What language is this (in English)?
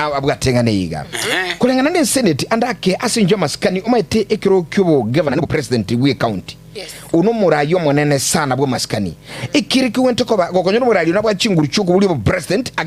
Gusii